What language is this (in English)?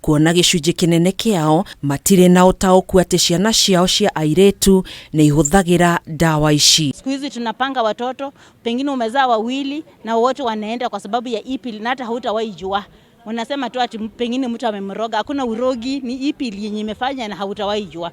Kikuyu